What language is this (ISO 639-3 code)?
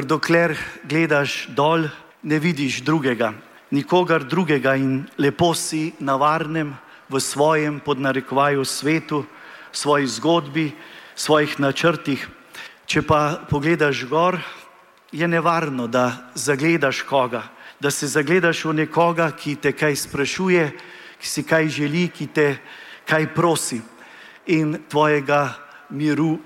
slv